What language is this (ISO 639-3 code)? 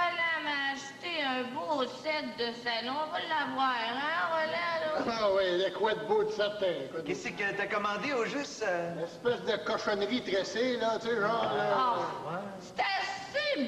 fra